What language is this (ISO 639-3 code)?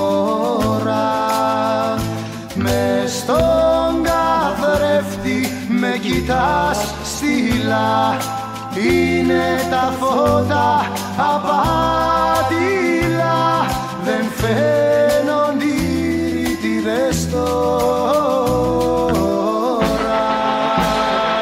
ell